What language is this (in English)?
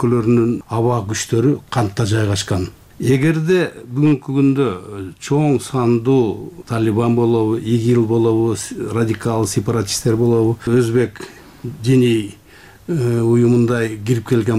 Kyrgyz